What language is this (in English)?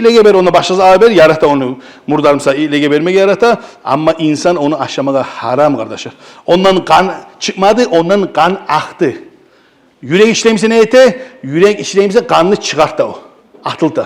Kumyk